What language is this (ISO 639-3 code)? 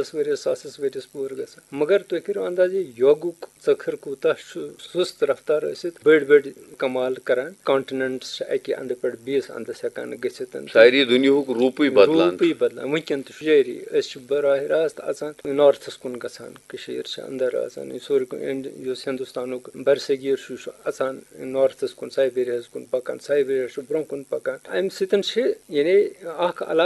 kas